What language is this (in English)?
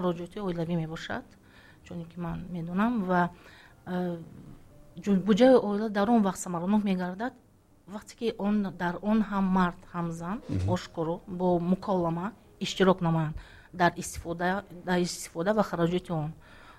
Tajik